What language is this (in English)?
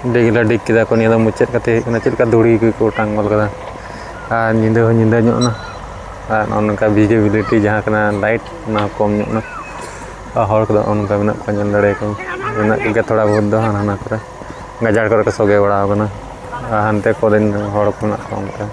Santali